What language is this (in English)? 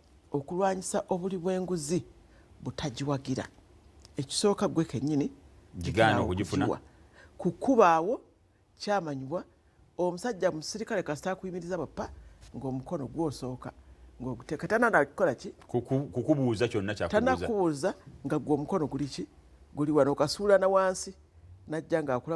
Ganda